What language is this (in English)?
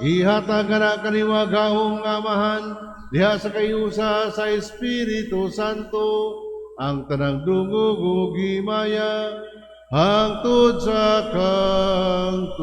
Cebuano